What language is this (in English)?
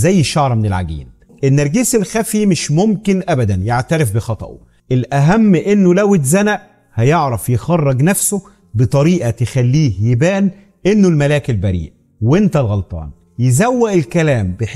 Egyptian Arabic